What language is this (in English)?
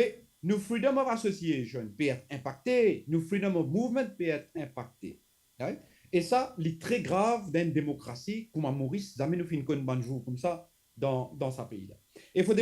Morisyen